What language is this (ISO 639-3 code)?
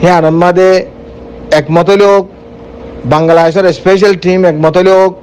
rhg